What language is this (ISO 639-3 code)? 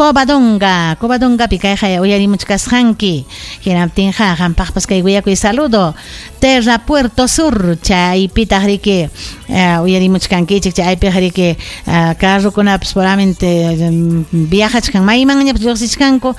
quy